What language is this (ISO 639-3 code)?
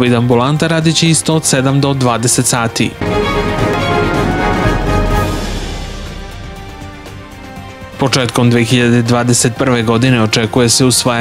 srp